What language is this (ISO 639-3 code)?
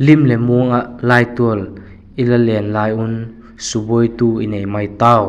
vap